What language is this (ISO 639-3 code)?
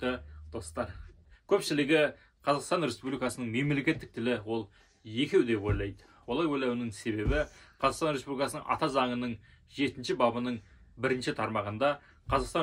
kaz